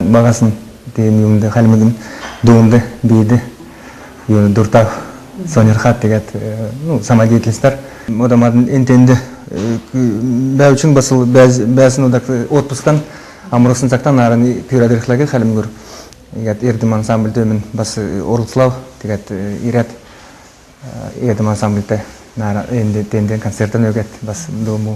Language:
Kalmyk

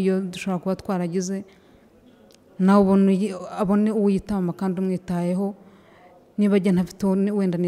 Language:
Kinyarwanda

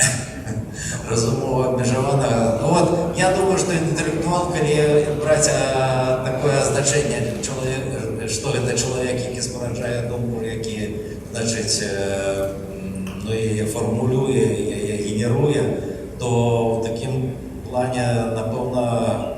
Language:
Belarusian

